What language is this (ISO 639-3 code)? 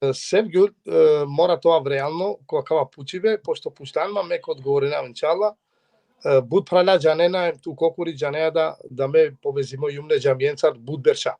rmn